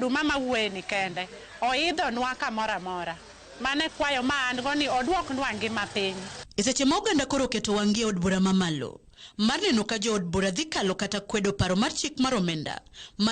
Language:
Luo (Kenya and Tanzania)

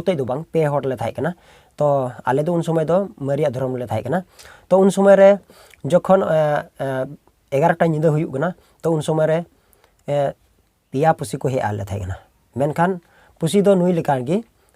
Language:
Santali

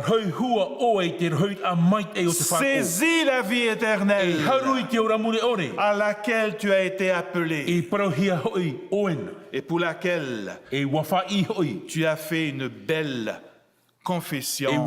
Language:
Tahitian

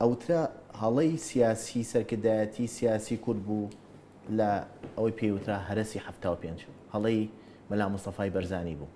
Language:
Central Kurdish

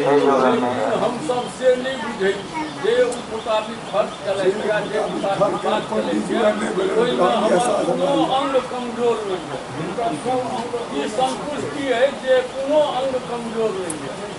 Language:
Maithili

